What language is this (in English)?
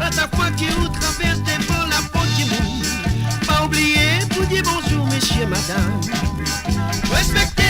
Morisyen